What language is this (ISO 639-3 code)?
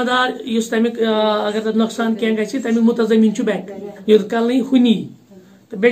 kas